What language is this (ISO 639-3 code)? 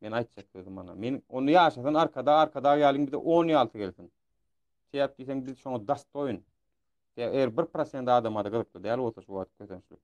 tuk